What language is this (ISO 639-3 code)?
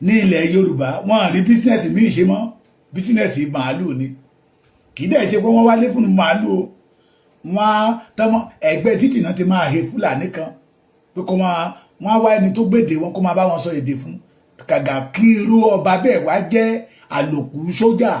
yor